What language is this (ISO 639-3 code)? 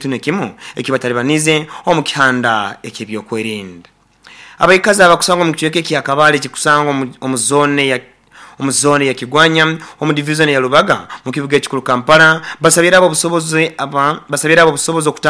nyo